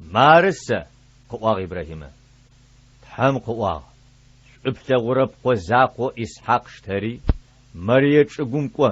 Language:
Adyghe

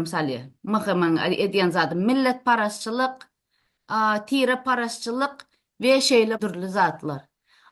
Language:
Turkmen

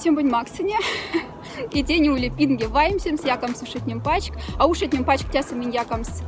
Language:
Moksha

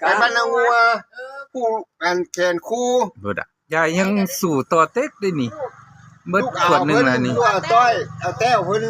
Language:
Northeastern Thai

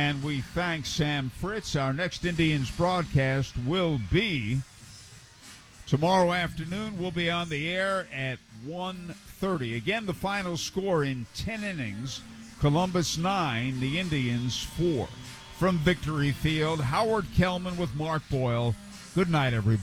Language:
English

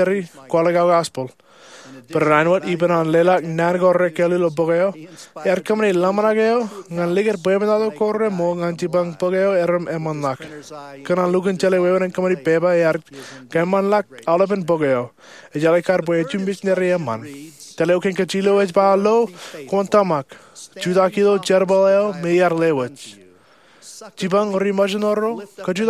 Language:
Marshallese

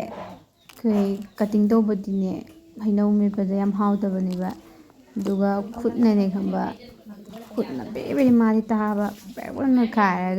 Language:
Manipuri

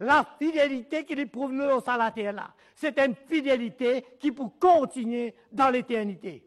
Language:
Morisyen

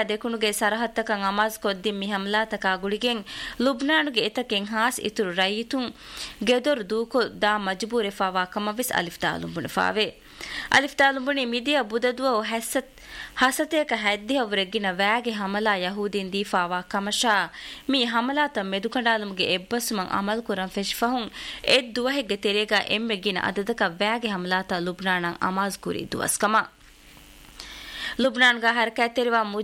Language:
Divehi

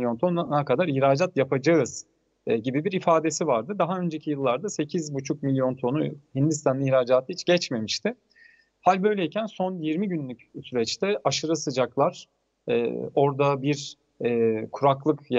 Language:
Turkish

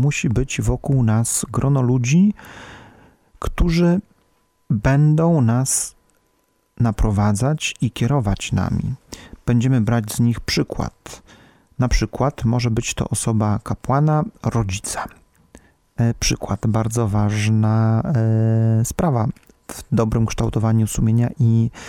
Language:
Polish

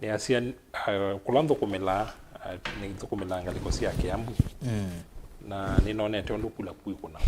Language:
Kamba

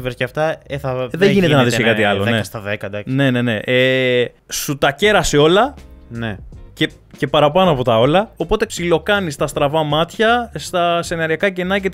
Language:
Greek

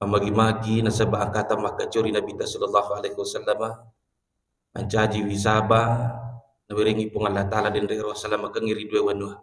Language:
Buginese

